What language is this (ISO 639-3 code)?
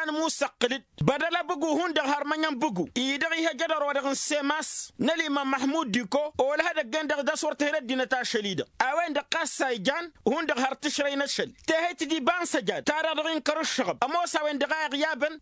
taq